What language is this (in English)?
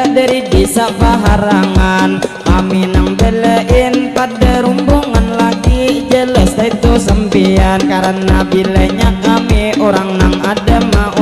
Banjar